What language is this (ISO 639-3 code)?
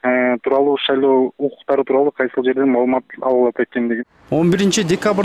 kir